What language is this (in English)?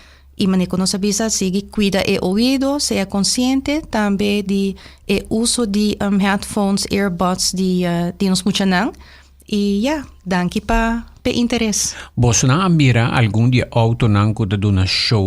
Papiamento